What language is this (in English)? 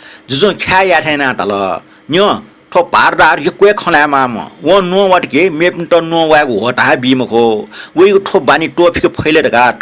Newari